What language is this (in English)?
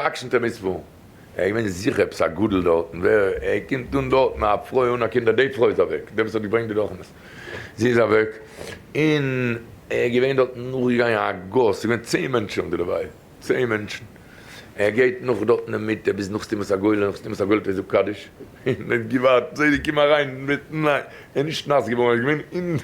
Yiddish